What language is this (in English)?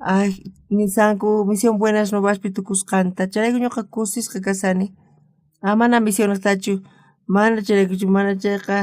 South Bolivian Quechua